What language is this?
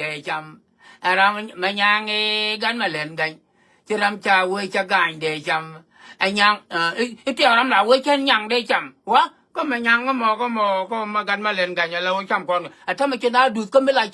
Nuer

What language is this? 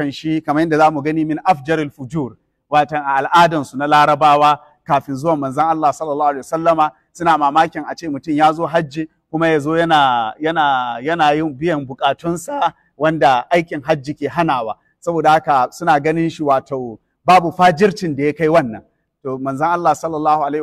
Hausa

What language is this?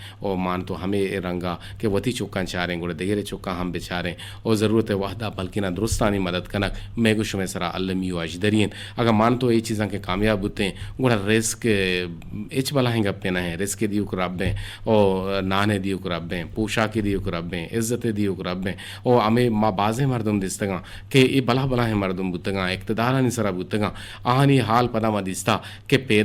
Eastern Balochi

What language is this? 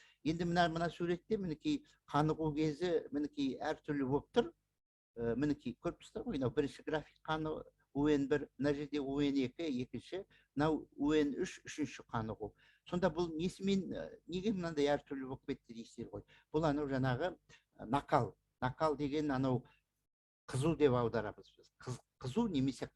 Kazakh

